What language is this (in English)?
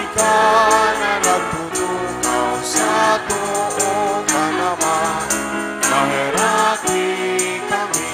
Bikol